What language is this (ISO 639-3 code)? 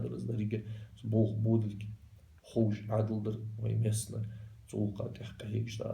inh